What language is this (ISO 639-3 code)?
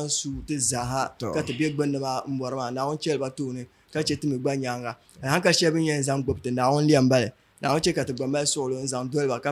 dag